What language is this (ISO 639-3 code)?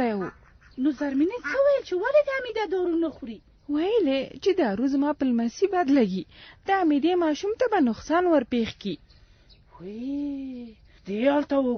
pus